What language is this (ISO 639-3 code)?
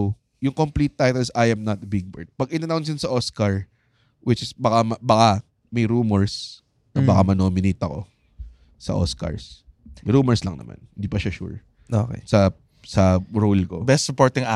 fil